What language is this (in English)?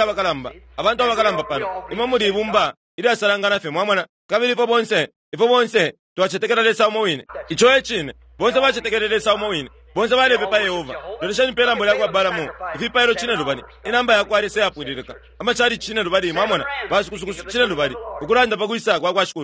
Bemba